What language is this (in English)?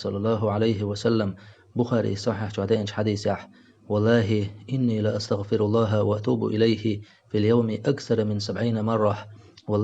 Chechen